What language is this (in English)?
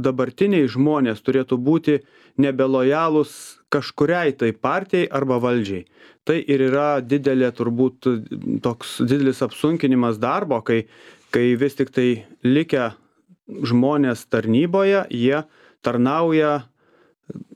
Lithuanian